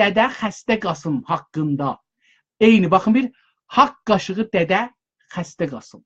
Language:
South Azerbaijani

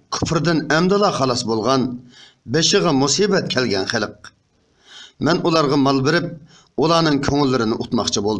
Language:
Uyghur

